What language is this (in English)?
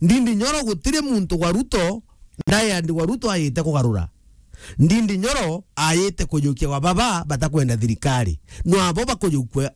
Meru